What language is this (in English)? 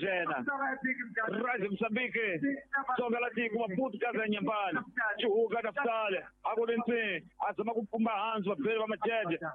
Tsonga